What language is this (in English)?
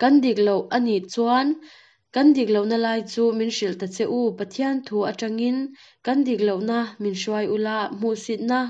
Mizo